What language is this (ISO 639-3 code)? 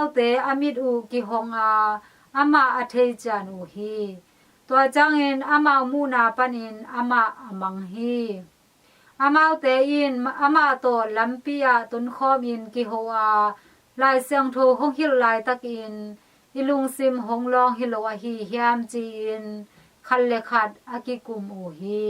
ctd